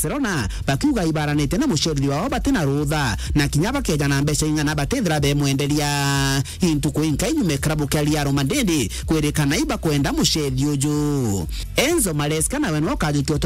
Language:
Meru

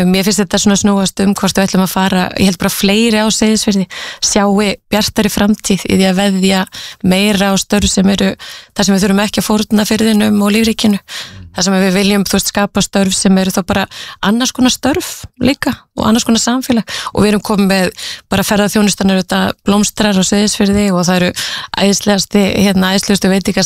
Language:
Icelandic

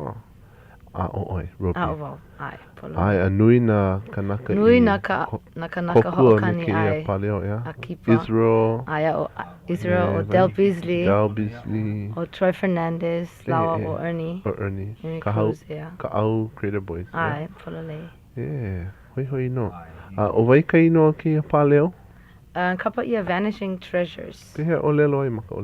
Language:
Hawaiian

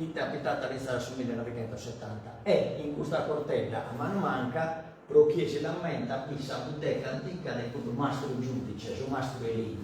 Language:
Sardinian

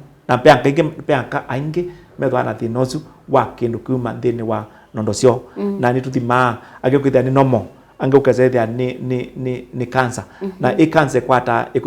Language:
Kamba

